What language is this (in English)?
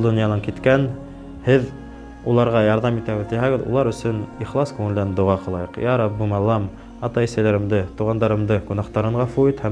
Bashkir